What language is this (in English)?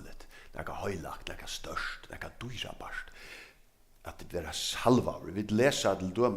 Faroese